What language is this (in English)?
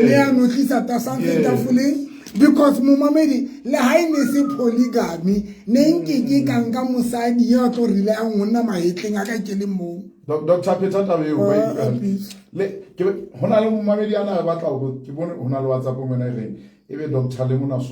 Southern Sotho